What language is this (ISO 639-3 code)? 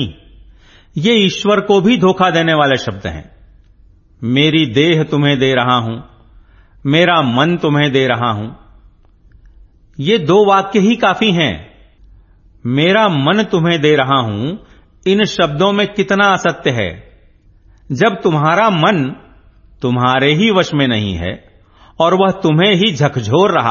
hin